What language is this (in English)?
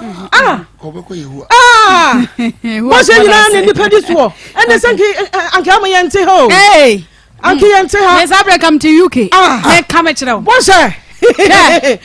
Akan